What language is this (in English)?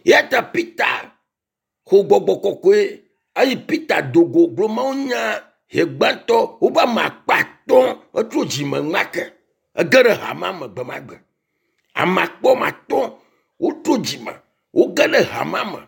Ewe